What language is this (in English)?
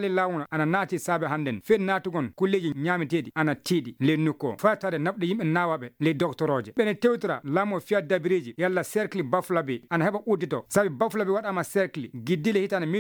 Fula